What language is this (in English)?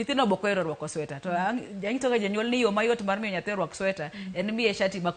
Luo (Kenya and Tanzania)